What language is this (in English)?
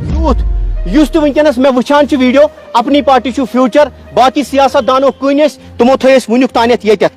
Kashmiri